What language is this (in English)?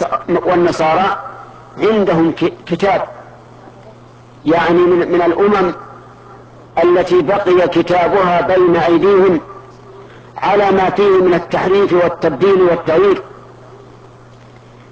Arabic